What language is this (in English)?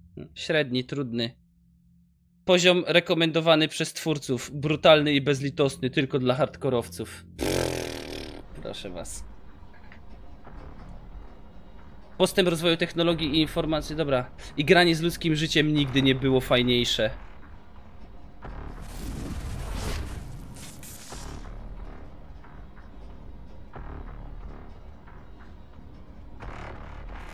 Polish